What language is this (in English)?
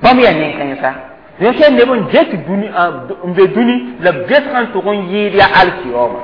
Mossi